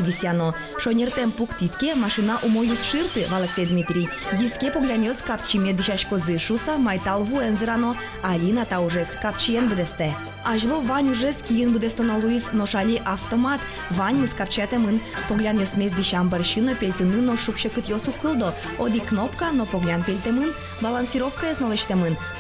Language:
Udmurt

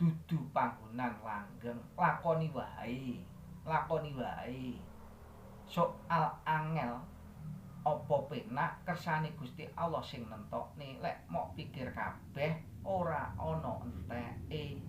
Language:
Javanese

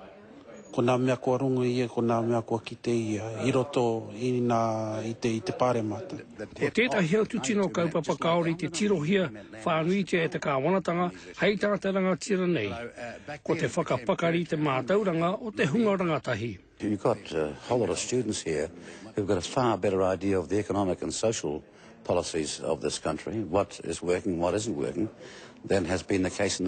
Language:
Māori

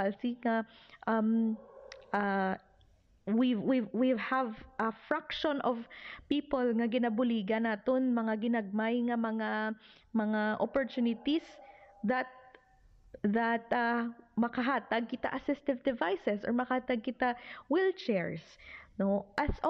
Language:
Hiligaynon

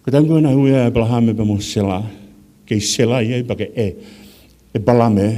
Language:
Tongan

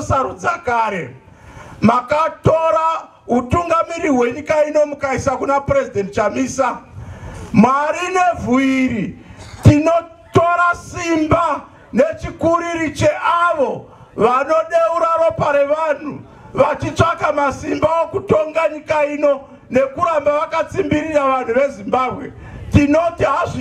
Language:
Shona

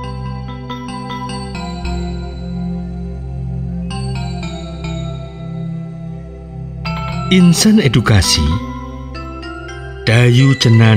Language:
Indonesian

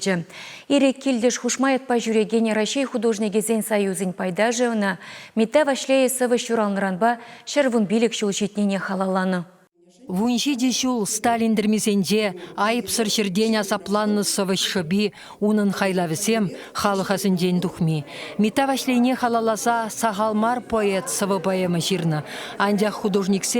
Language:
Chuvash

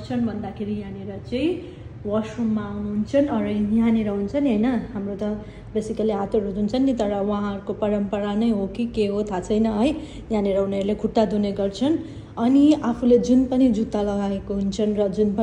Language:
Nepali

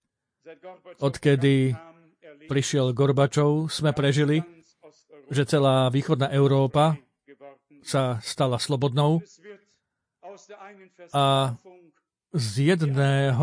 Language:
Slovak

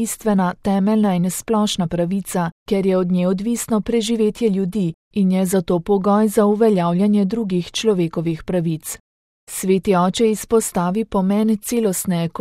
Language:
Slovenian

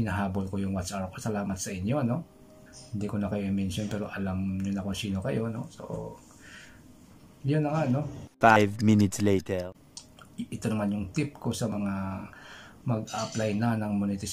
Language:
Filipino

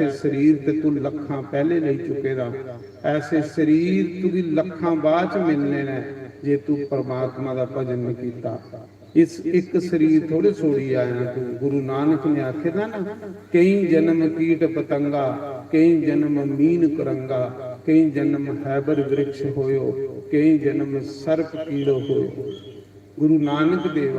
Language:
Dogri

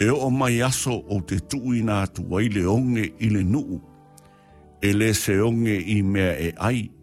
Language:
Samoan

